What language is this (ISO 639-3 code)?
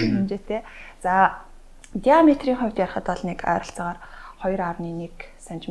mon